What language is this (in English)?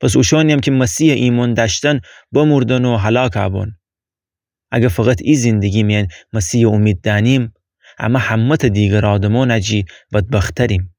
Gilaki